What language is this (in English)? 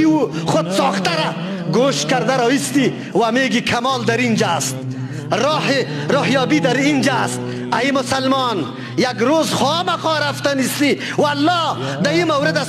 Persian